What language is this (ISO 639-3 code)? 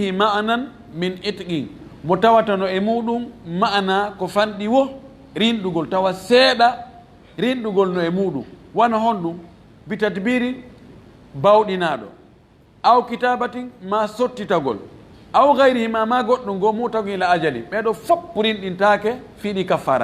ful